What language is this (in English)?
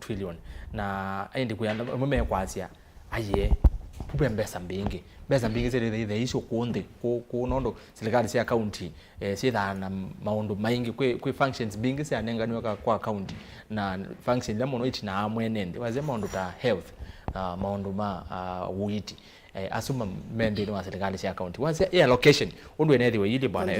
Kamba